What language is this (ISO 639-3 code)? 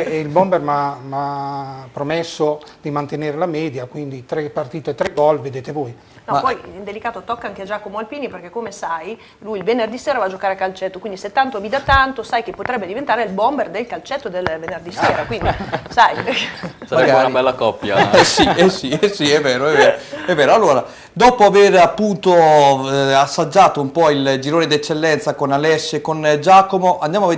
ita